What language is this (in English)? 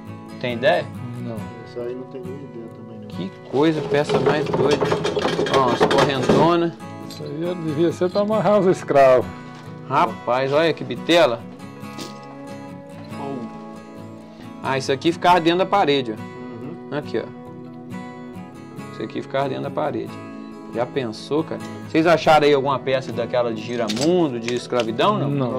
Portuguese